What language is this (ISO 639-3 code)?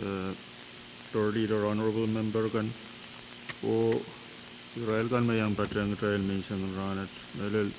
pon